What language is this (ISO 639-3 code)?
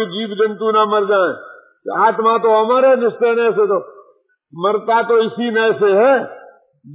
hin